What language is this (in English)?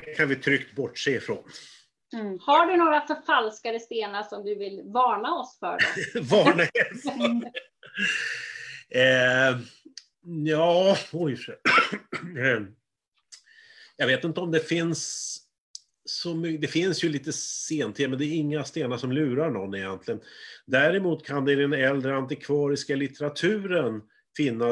Swedish